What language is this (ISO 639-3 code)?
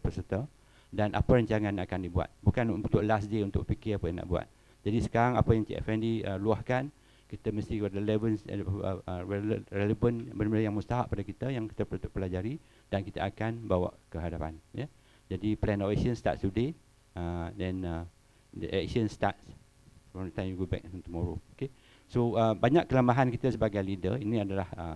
msa